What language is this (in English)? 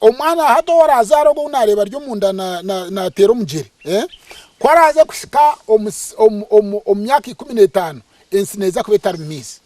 Nyankole